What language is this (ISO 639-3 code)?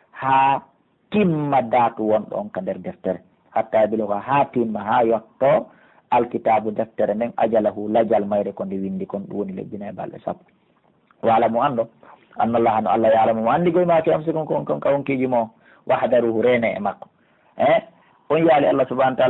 fuf